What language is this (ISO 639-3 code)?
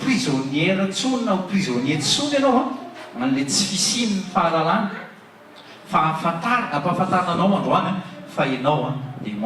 mlg